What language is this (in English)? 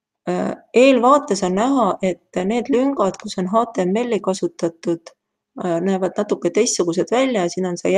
Estonian